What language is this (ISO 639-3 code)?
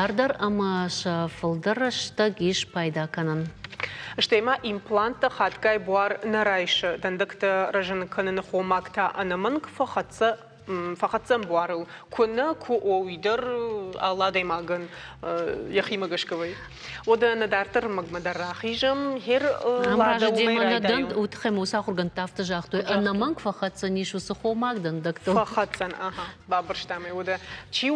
oss